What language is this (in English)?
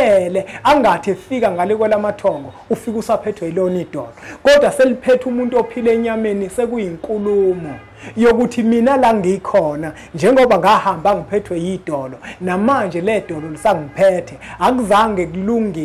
Zulu